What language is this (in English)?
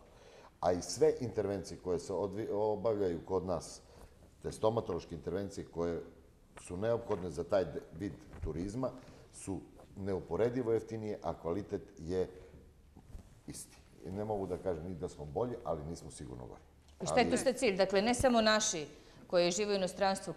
Serbian